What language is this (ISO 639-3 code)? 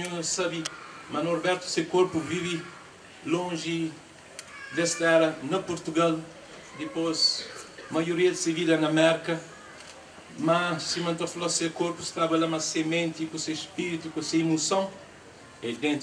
kea